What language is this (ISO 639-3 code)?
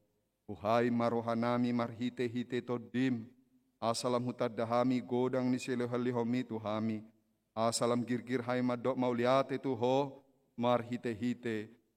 bbc